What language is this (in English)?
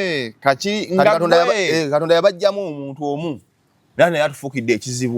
Ganda